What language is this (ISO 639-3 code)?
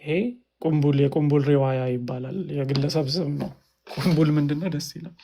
amh